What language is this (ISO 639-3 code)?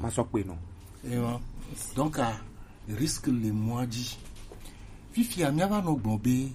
gej